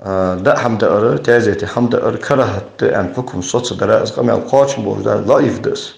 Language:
Ingush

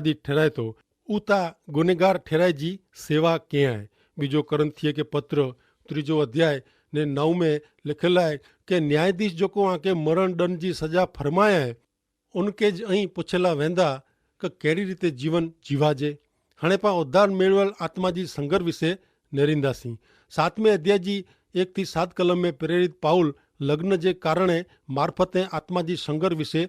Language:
Kachhi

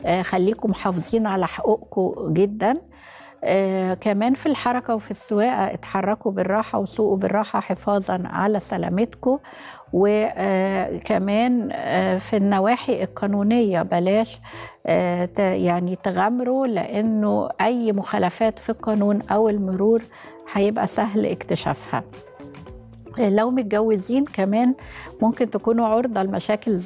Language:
Egyptian Arabic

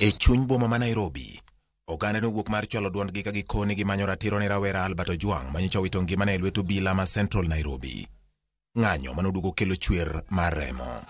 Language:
Luo (Kenya and Tanzania)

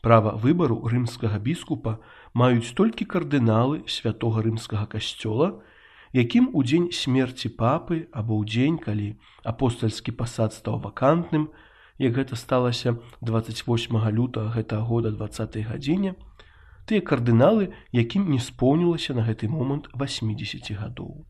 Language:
Belarusian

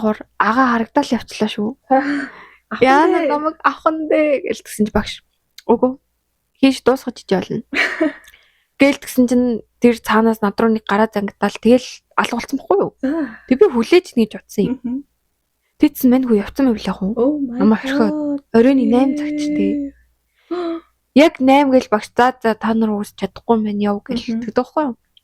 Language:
Mongolian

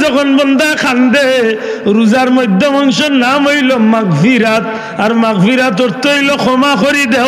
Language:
Sylheti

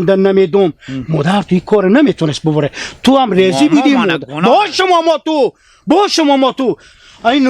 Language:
Hazaragi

